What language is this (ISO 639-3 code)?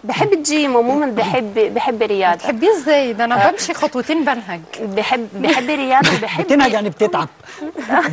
arz